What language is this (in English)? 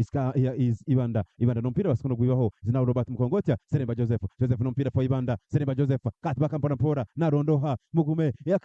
Nyankole